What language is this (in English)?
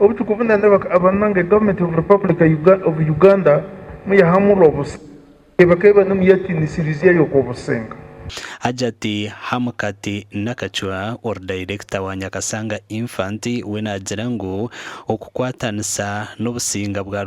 Nyankole